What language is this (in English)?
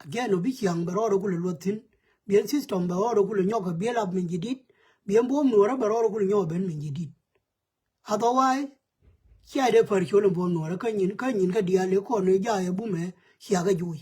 Nuer